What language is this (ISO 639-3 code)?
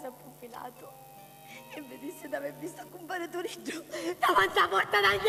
scn